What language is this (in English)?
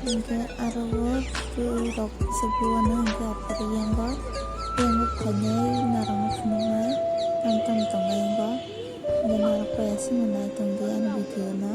Kok Borok